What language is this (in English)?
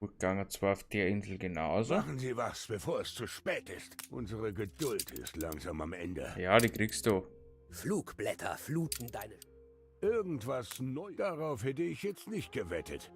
Bavarian